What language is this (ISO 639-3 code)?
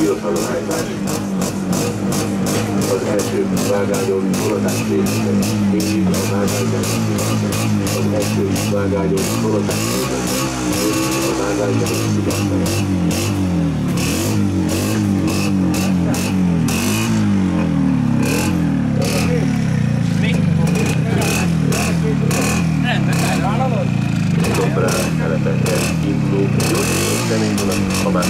hun